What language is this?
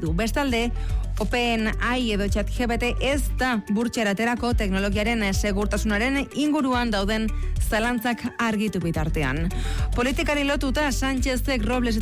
Basque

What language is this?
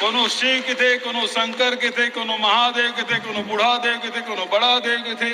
Chhattisgarhi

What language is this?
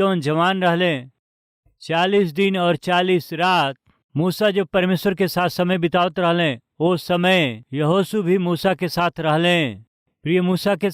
Bhojpuri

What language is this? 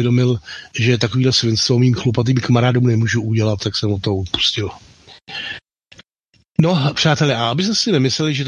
Czech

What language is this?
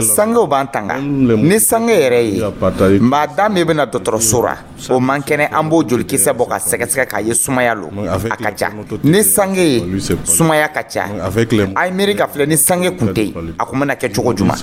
Dyula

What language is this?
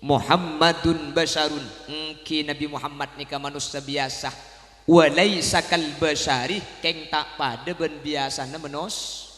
Madurese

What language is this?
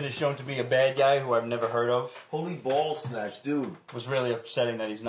English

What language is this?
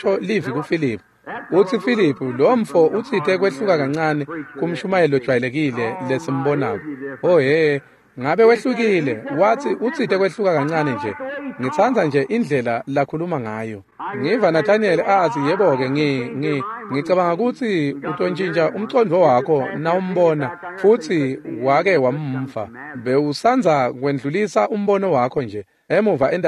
Swati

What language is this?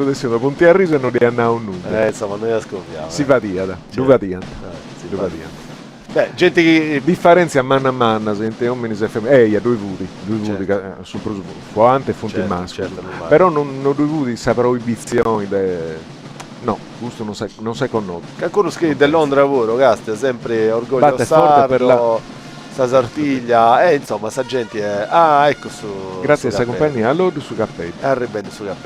Sardinian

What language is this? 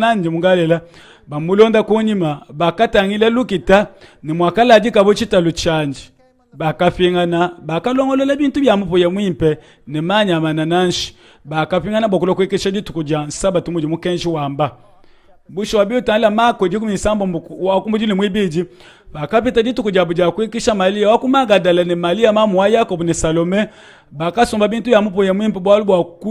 Luba-Lulua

